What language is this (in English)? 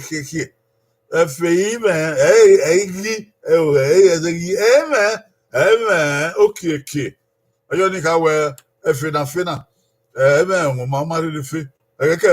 Bini